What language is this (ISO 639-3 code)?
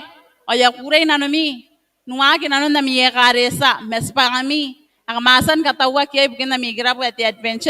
gil